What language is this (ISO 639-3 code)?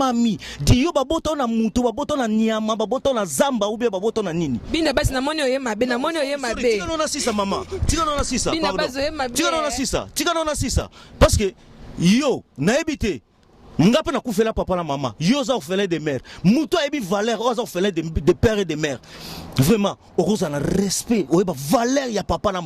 lin